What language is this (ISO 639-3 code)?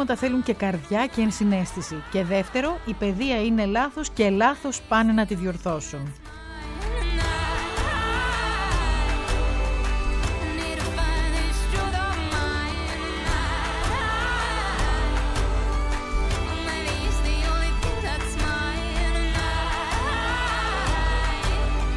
ell